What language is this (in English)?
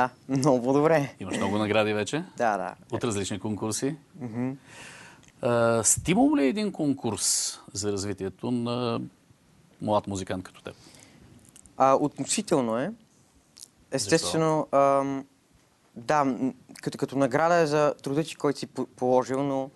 Bulgarian